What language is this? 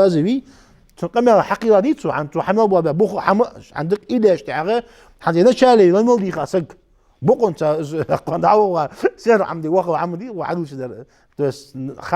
Ingush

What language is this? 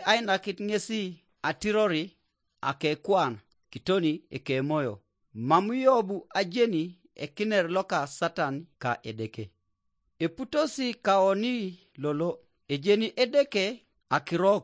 Teso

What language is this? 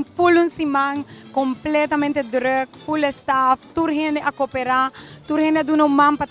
Papiamento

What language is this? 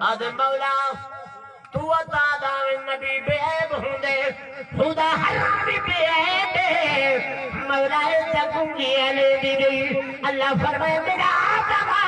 Saraiki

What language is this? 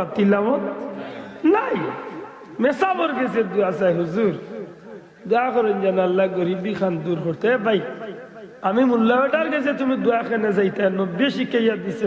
Sylheti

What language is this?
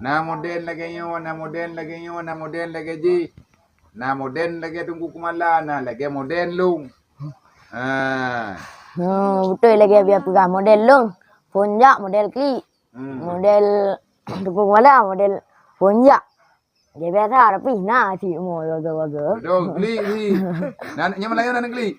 Achinese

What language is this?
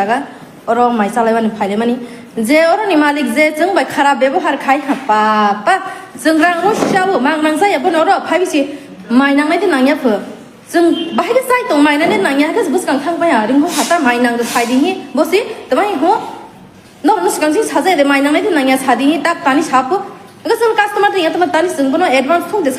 Kok Borok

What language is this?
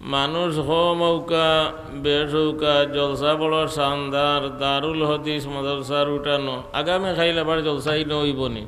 Sylheti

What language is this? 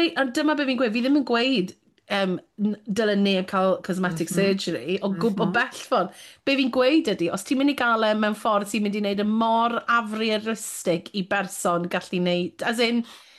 Welsh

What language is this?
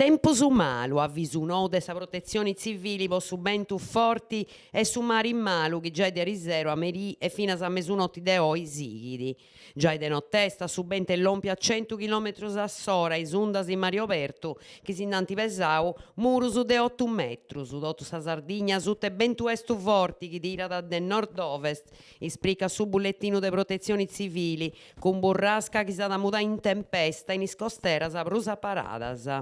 Sardinian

